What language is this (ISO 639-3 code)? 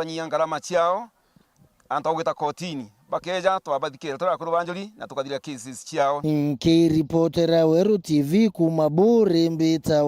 mer